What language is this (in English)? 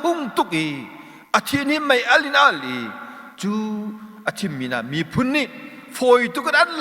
Hakha Chin